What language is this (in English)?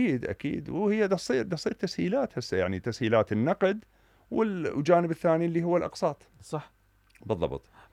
Mesopotamian Arabic